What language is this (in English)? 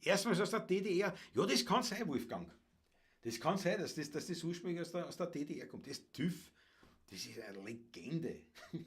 Bavarian